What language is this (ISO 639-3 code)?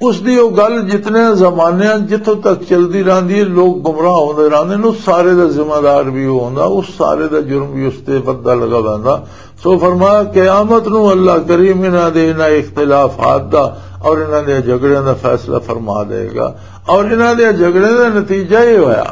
lah